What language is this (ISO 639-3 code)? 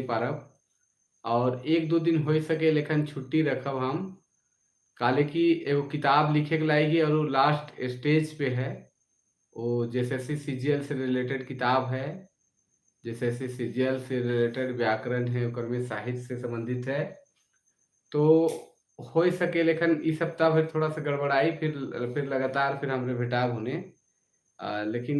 sck